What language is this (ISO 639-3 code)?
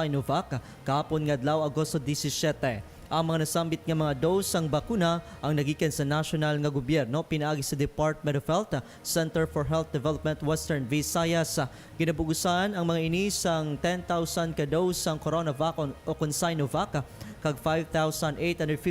hil